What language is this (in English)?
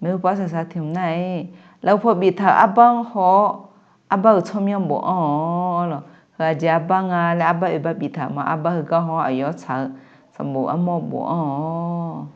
Akha